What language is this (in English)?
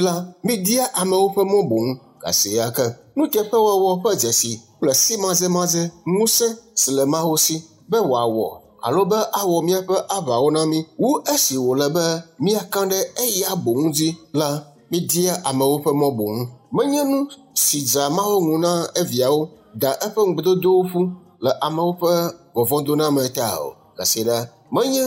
Ewe